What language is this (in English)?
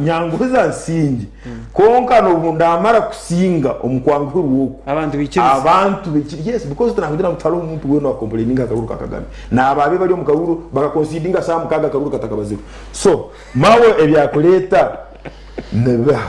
Nyankole